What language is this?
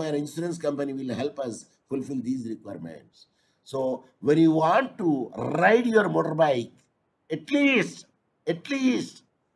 English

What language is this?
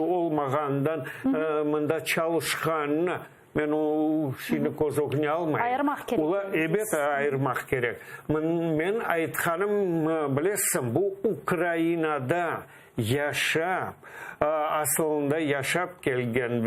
Crimean Tatar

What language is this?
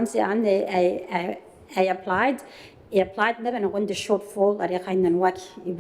Gilbertese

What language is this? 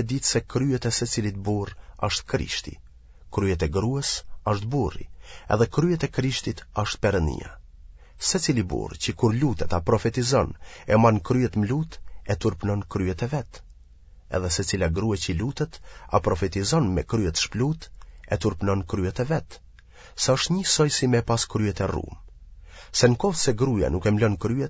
Albanian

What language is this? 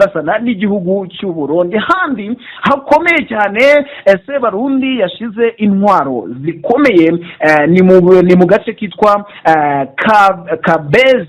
Kinyarwanda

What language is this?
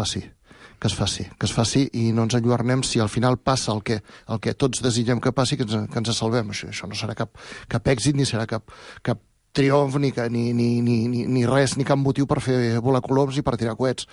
Catalan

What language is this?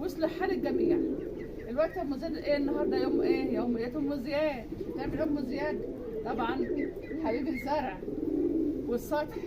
Egyptian Arabic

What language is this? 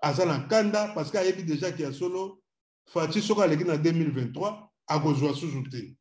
Lingala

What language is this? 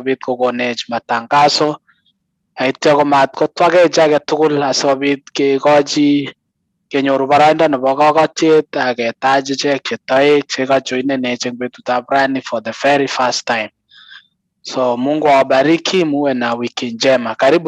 Kalenjin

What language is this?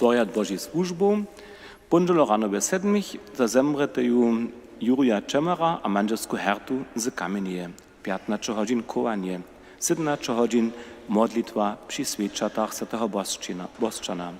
Upper Sorbian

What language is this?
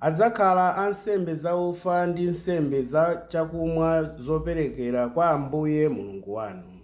Nyanja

